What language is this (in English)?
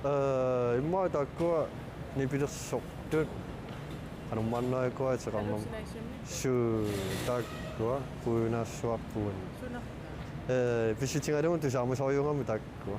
Kalaallisut